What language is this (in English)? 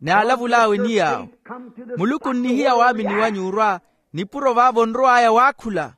Makhuwa